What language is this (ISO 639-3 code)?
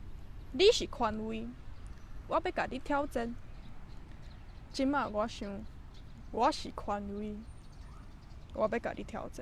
nan